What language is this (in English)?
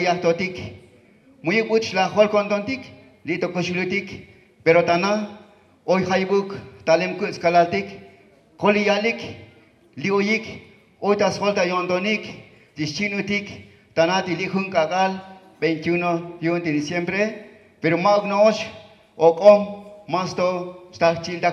Tzotzil